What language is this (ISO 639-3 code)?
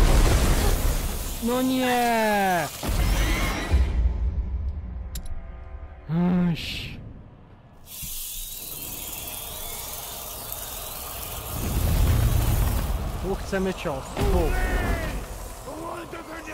pol